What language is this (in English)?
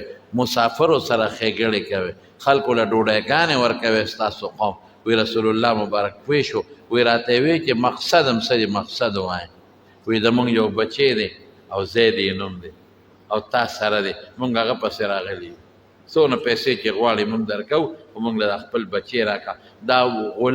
Pashto